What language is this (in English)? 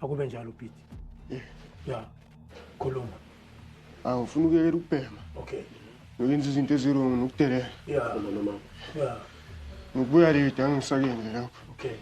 Zulu